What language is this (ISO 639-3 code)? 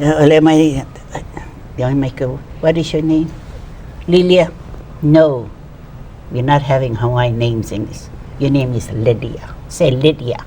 haw